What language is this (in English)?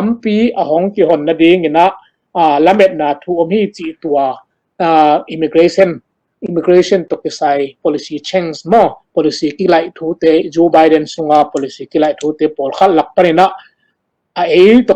Tedim Chin